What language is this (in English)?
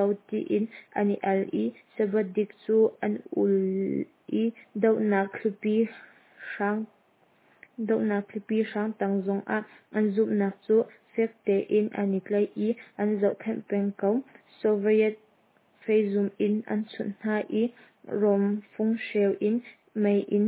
Hakha Chin